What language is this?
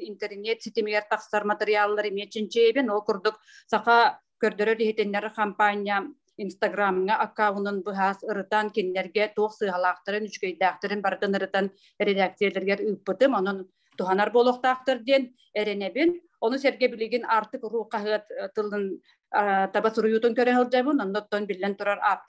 Yakut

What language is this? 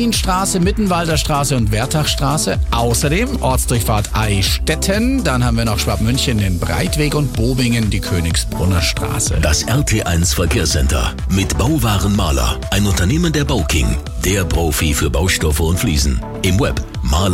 German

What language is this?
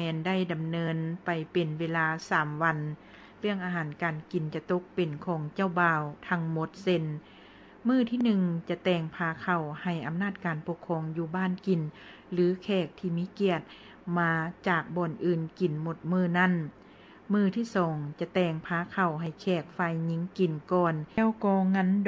Lao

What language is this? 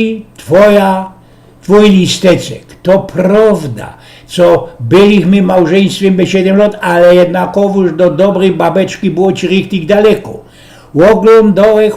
Silesian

